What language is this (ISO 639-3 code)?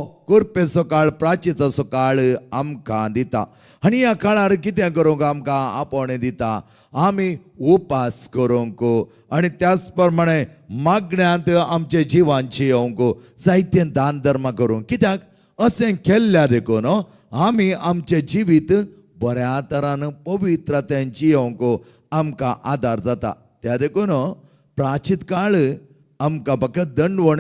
kok